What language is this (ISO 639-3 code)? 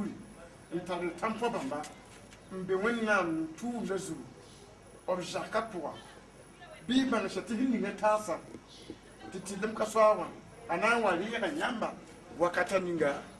mos